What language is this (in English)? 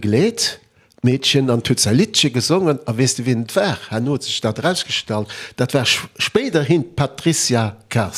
Luxembourgish